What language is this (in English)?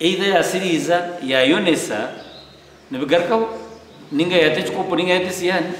Nyankole